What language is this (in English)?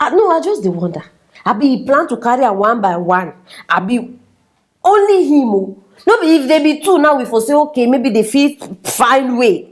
Nigerian Pidgin